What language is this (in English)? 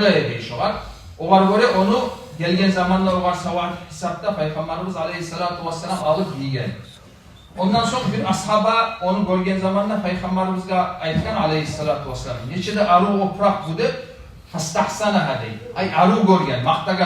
Kumyk